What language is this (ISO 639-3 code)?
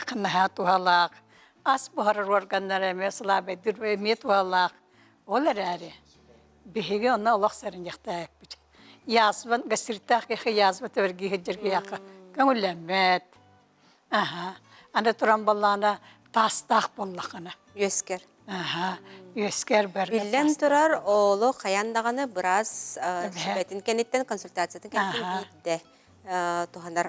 sah